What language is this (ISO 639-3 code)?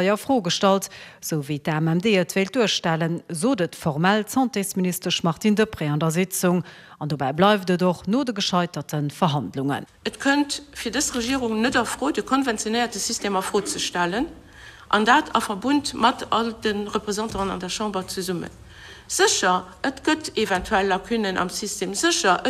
ltz